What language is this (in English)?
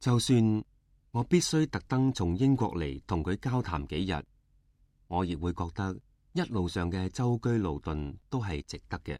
Cantonese